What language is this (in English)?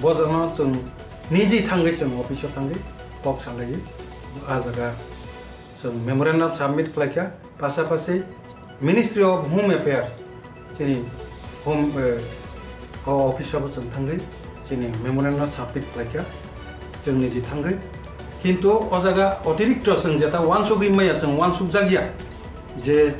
Riang (India)